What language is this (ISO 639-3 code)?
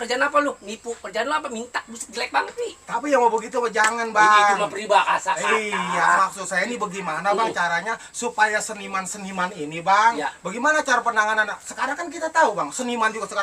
bew